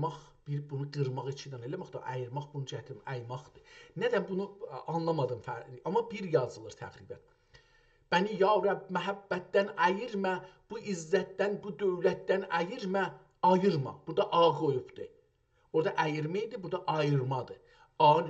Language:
South Azerbaijani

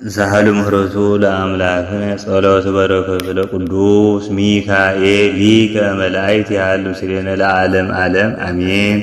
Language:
Geez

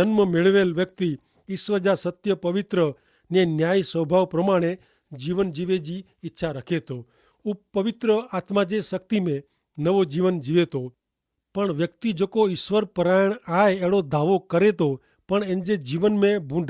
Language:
Kachhi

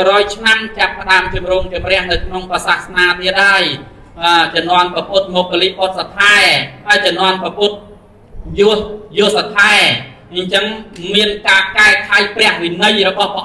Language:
Khmer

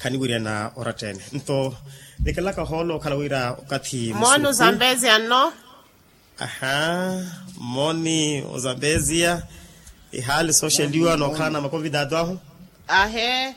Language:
Makhuwa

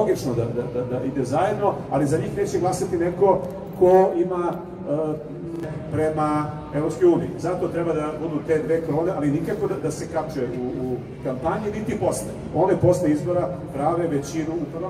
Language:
Serbian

